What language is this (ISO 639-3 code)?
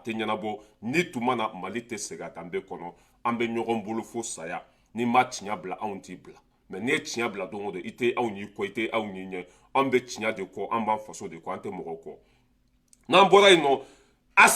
bam